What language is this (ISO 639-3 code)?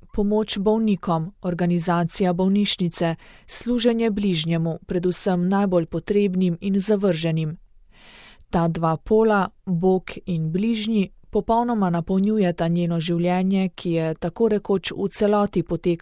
slv